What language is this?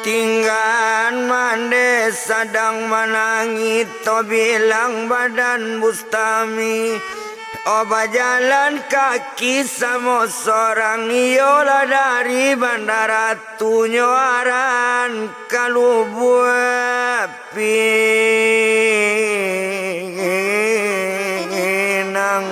Minangkabau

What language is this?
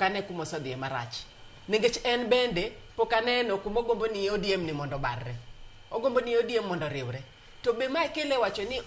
Luo (Kenya and Tanzania)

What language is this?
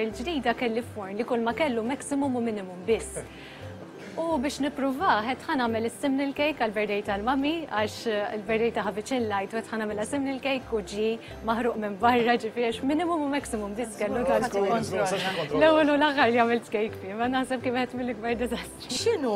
Maltese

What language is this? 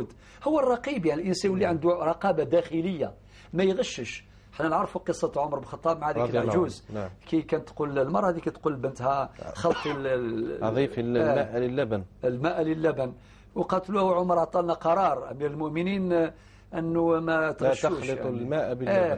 Algerian Arabic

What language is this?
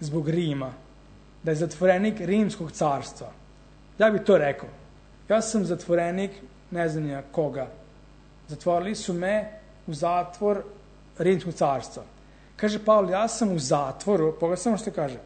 Serbian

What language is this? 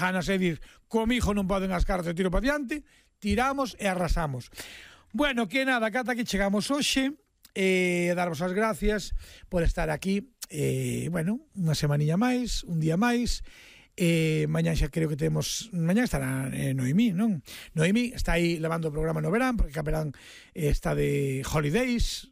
Galician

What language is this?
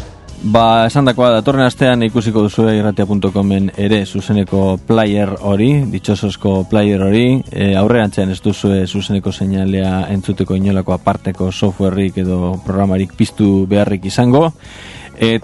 Basque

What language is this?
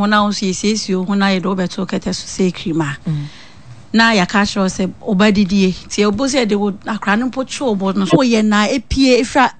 Akan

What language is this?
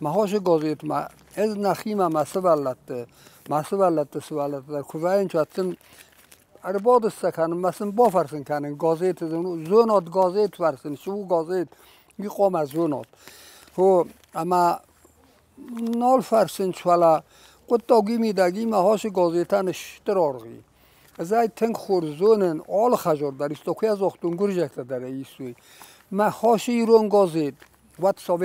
Ossetic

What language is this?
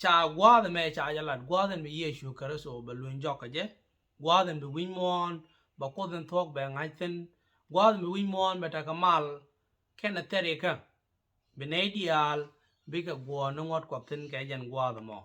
Nuer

